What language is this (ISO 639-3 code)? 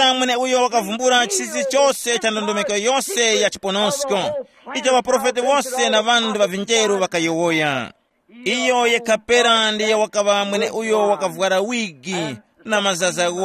tum